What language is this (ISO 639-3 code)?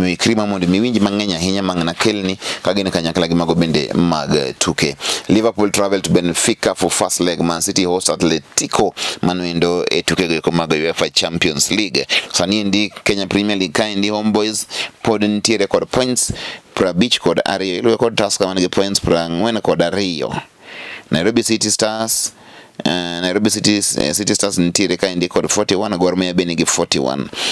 luo